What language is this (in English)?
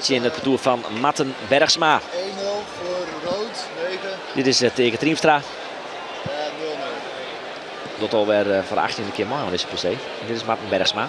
Western Frisian